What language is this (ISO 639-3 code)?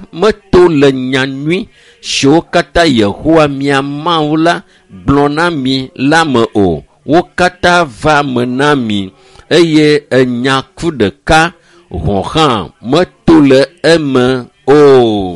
ewe